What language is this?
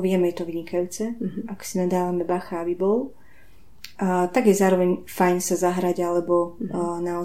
Slovak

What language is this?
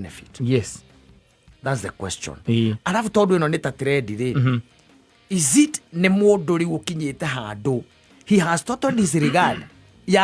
Kikuyu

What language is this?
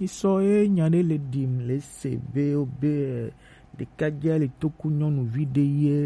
Gen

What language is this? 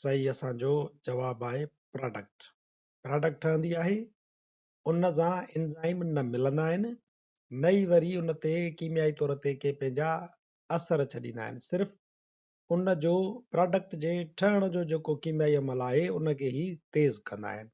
Sindhi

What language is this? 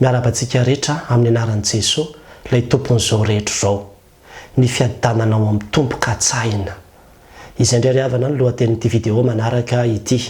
Malagasy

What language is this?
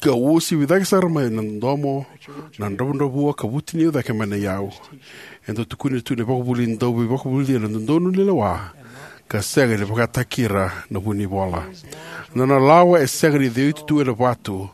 Fijian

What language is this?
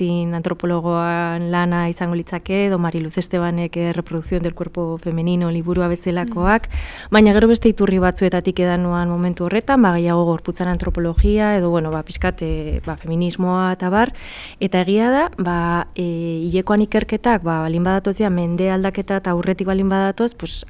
Basque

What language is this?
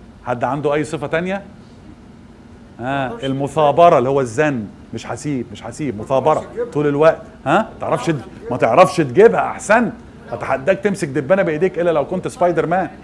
Egyptian Arabic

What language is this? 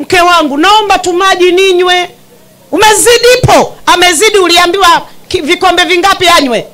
Swahili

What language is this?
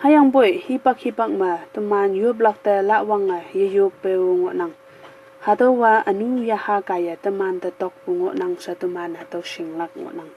Konyak Naga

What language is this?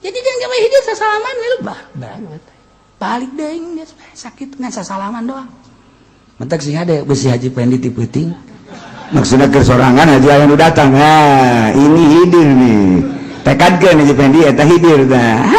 Sundanese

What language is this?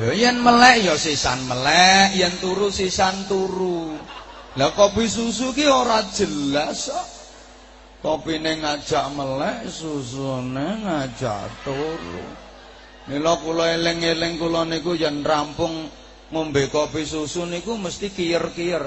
Javanese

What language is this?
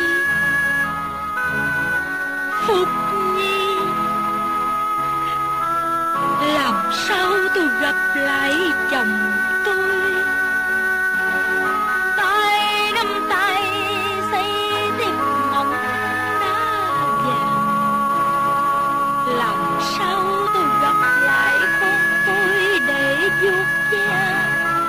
Vietnamese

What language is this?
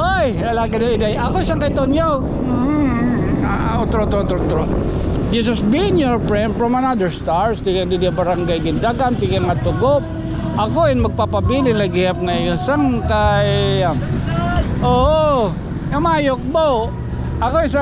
Waray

